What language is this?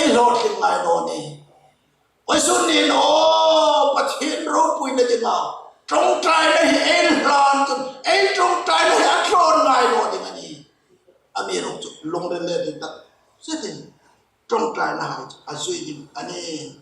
Hmar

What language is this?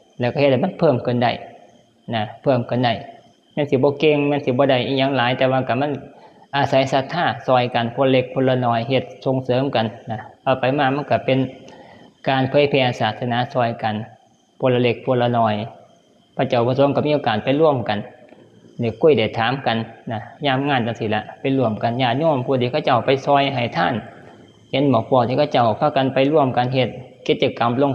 Northeastern Thai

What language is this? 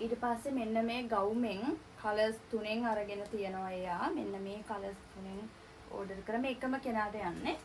Sinhala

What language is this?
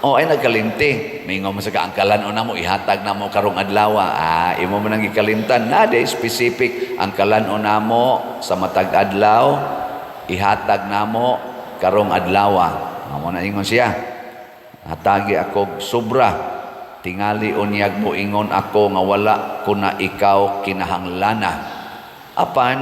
Cebuano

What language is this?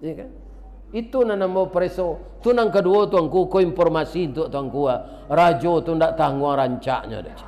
Minangkabau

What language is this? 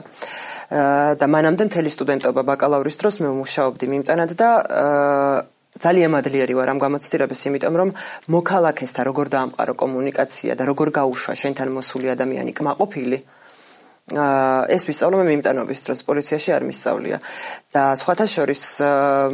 Georgian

